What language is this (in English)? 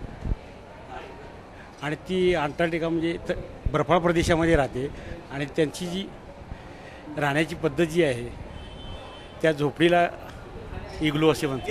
Marathi